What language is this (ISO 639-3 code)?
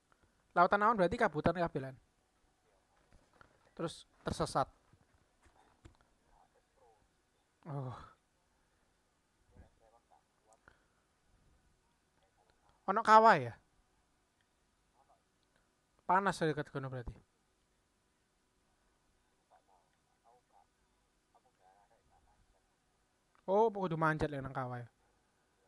ind